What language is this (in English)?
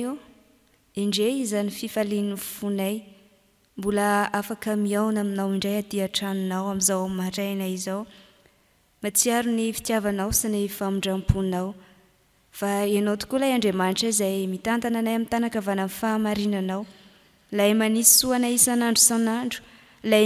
Malagasy